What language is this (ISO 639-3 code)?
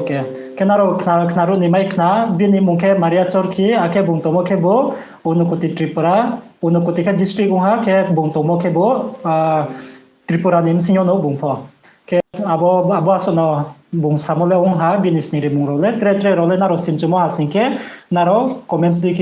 ria